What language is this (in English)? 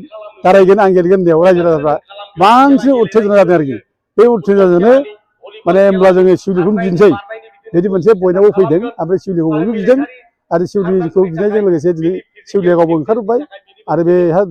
Bodo